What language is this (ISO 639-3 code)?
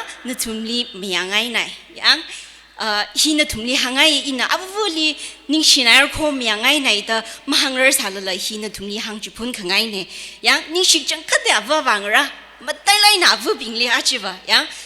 nmf